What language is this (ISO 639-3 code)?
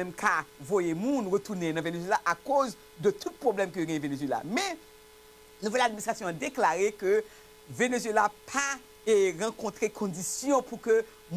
hat